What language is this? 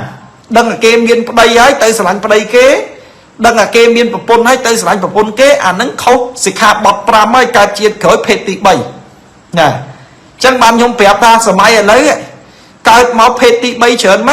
Khmer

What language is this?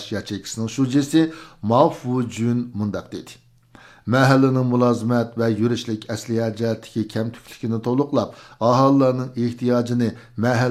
Uyghur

